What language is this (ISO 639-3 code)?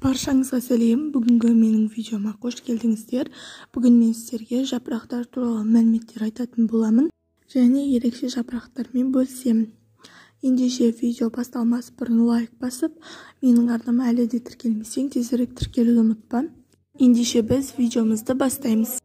kaz